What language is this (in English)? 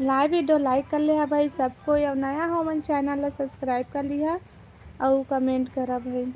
Chhattisgarhi